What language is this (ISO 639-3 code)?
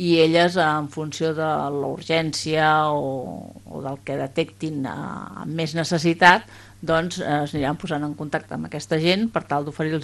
cat